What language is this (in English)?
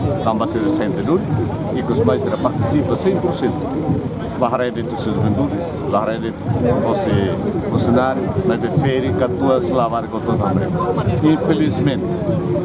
Tetum